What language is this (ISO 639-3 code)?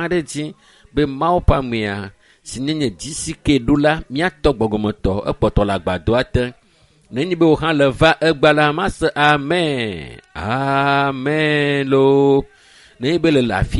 ewe